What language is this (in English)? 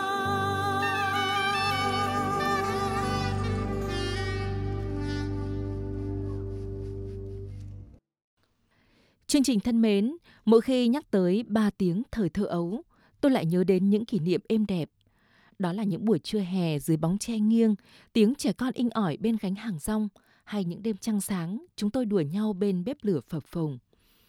Vietnamese